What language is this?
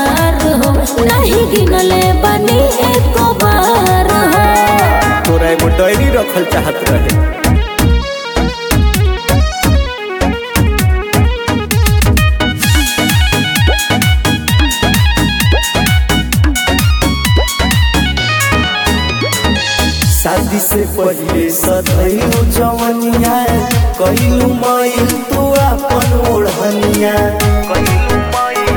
Bhojpuri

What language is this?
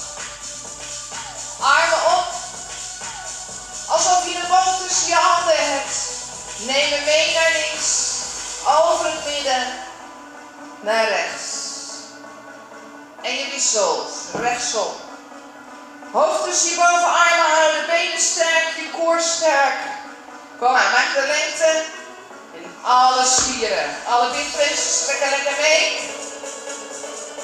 Dutch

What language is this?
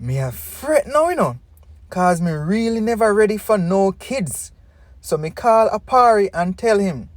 Jamaican Creole English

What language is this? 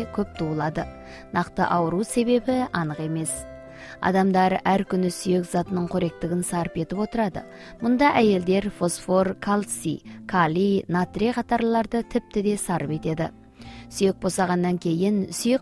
Kazakh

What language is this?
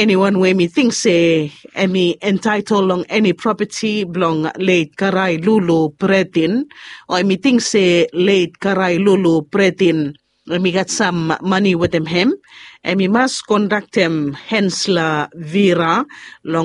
Bislama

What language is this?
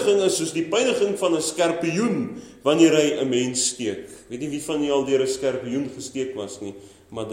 Afrikaans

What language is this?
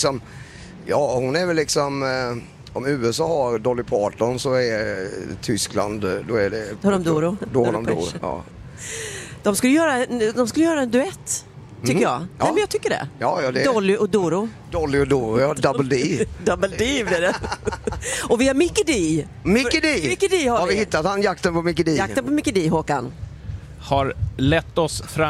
Swedish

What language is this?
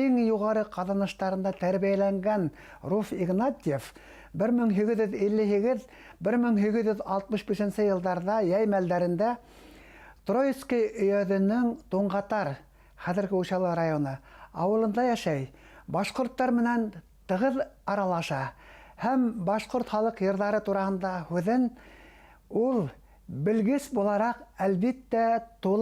Bashkir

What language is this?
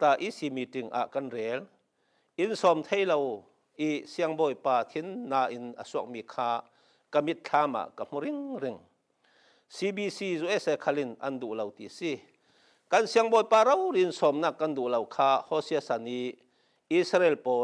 Falam Chin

